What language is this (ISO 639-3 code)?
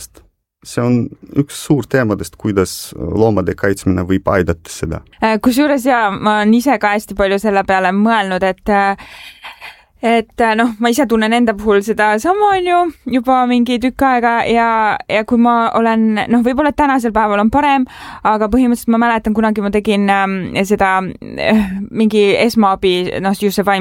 est